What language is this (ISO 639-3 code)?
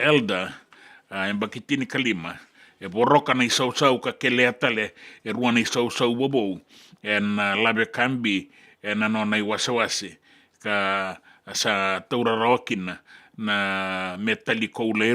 fij